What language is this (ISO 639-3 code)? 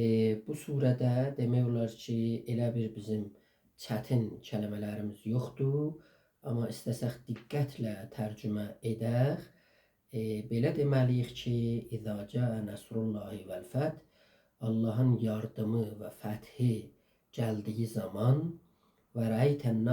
azb